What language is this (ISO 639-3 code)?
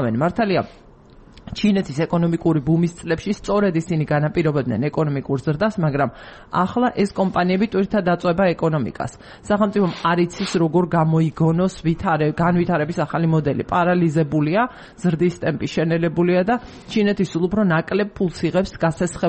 kat